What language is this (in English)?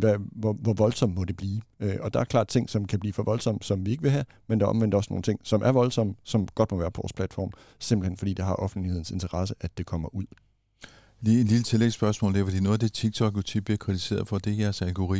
Danish